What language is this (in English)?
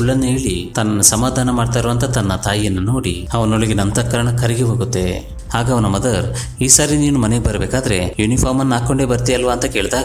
Kannada